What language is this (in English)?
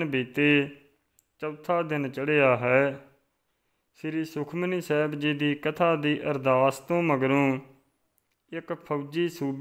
Punjabi